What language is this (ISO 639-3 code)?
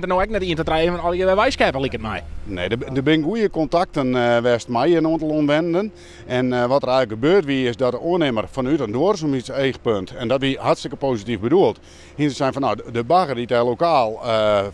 fry